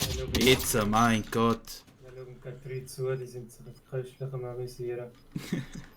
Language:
Swiss German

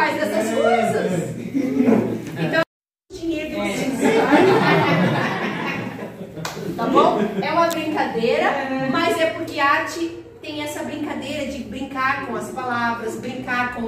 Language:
Portuguese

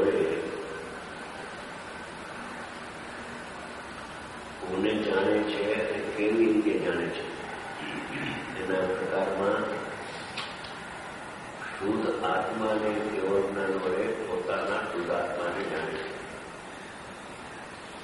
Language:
Gujarati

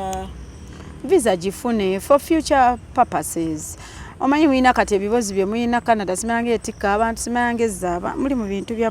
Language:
Ganda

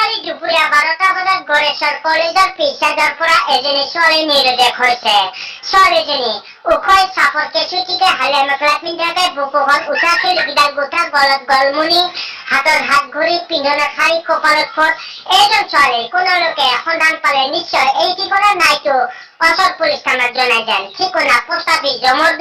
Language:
Assamese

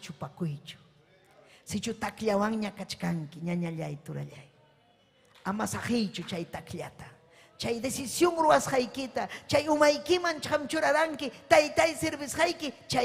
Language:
Ayacucho Quechua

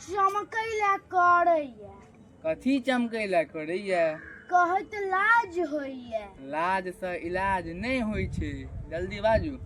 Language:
Maithili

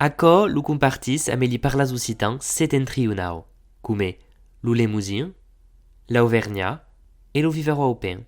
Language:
Occitan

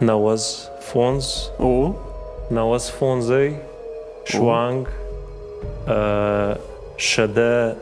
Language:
Ossetic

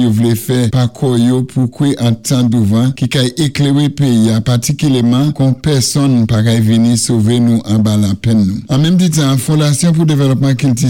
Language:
Saint Lucian Creole French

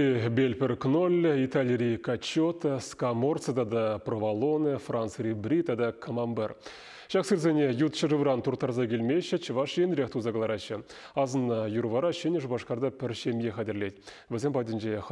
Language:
Chuvash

